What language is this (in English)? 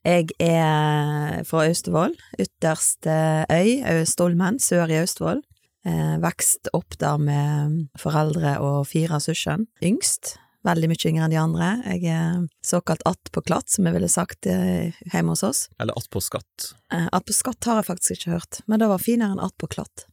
Norwegian